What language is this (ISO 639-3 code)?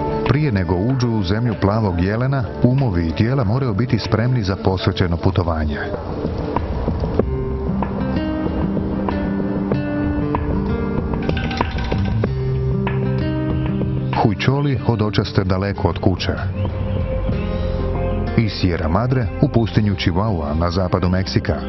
hrv